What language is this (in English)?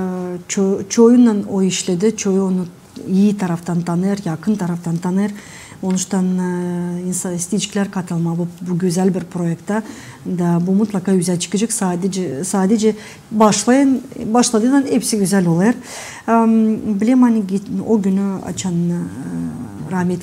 Gagauz